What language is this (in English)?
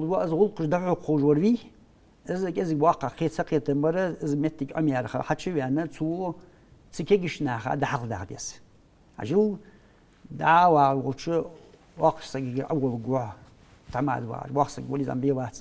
Ingush